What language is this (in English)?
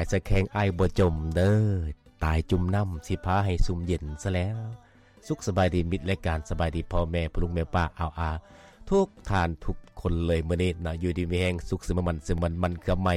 Lao